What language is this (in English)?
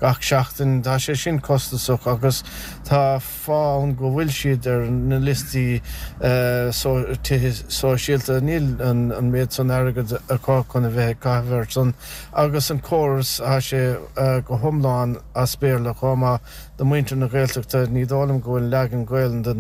Irish